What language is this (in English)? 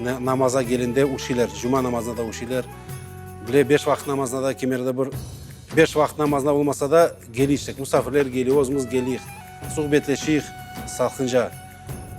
Crimean Tatar